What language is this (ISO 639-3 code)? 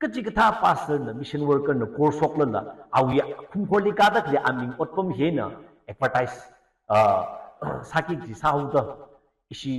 nmf